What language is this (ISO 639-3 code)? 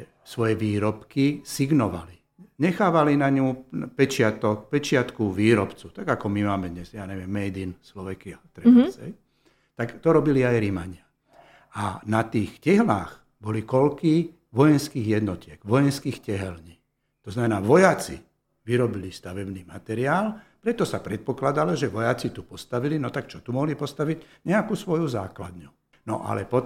slk